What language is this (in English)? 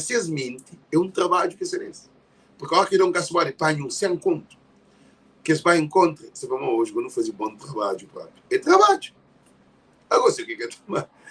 Kabuverdianu